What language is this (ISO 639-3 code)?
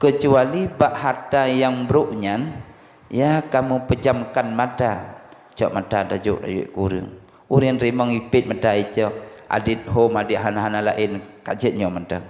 ace